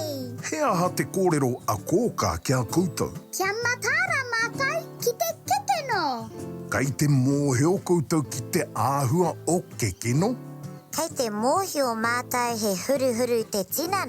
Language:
Māori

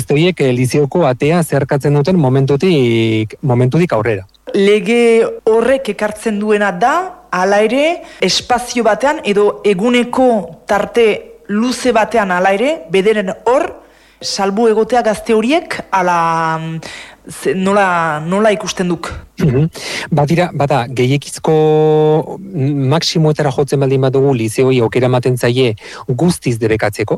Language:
Basque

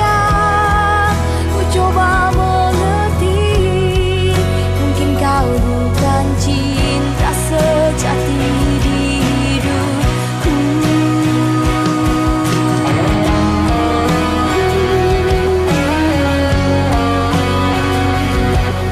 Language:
Indonesian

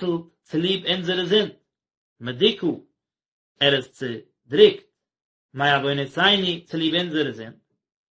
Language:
Yiddish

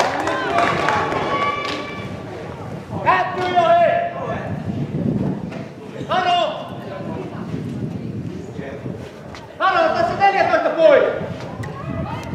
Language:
Finnish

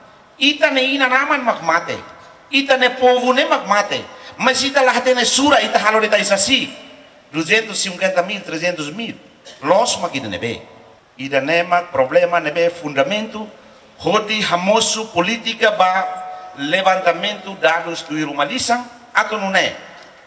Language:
Tetum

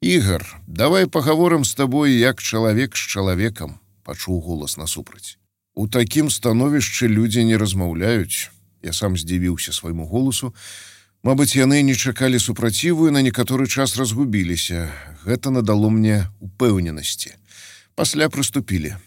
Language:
Belarusian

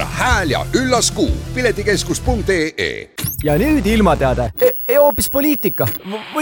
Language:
Estonian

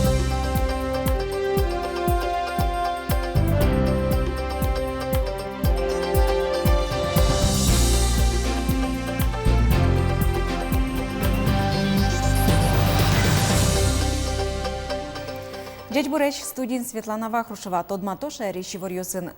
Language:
Udmurt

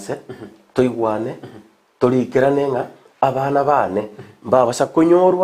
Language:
Gusii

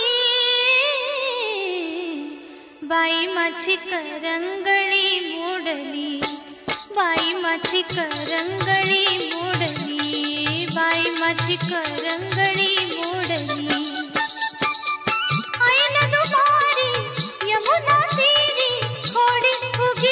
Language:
Marathi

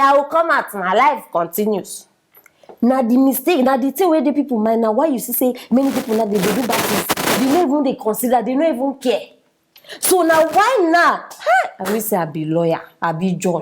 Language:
Nigerian Pidgin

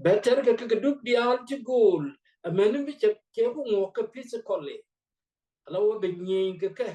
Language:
Nuer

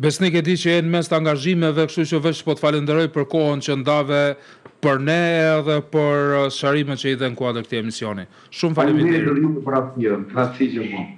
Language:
Albanian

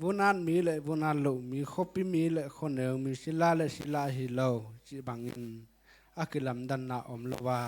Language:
Tedim Chin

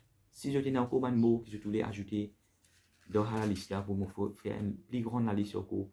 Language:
Morisyen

